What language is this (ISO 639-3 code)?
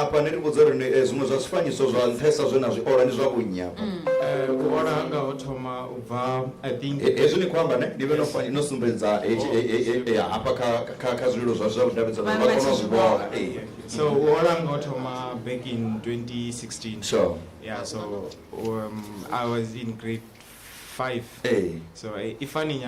ven